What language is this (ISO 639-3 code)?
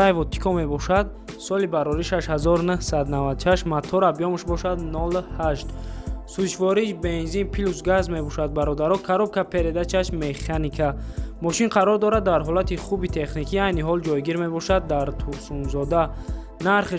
tgk